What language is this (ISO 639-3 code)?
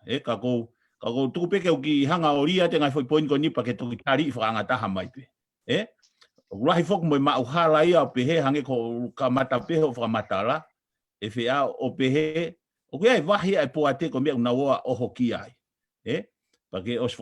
ton